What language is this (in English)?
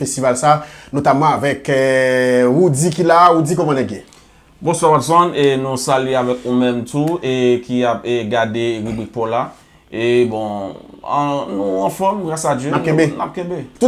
Haitian Creole